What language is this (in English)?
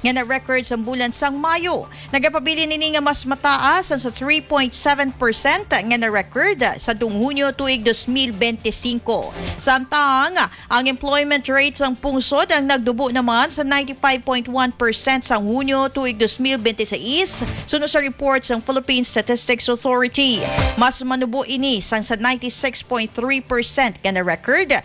Hiligaynon